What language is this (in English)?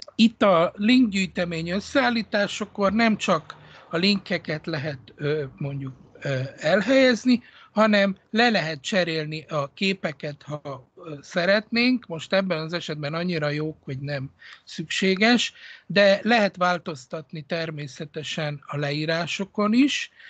Hungarian